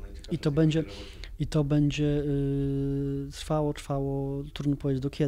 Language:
Polish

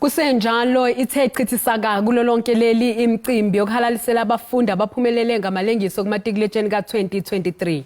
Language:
Zulu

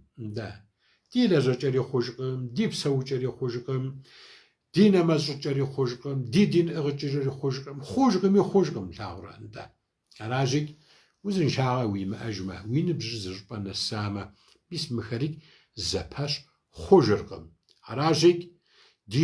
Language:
Kabardian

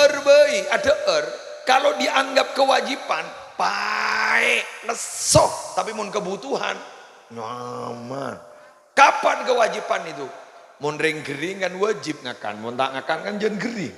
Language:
Madurese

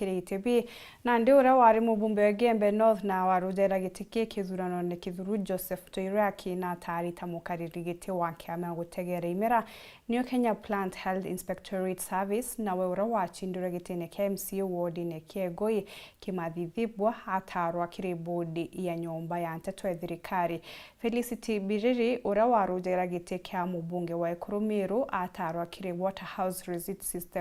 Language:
Meru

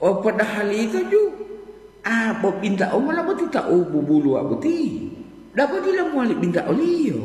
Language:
Gorontalo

